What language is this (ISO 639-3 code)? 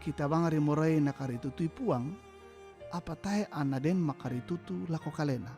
sda